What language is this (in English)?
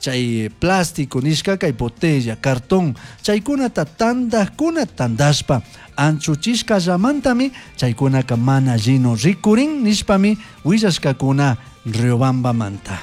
Chimborazo Highland Quichua